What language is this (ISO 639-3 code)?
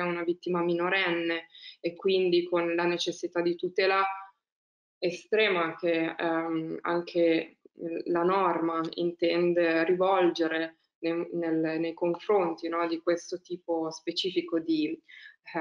ita